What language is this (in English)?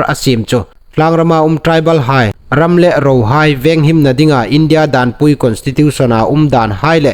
Hmar